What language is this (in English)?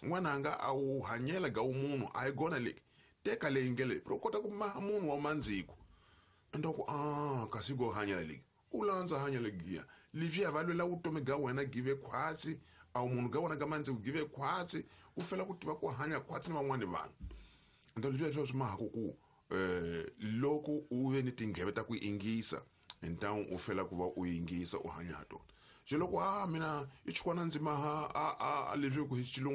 Tsonga